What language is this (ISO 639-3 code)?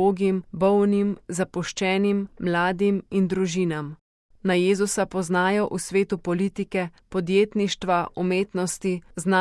slv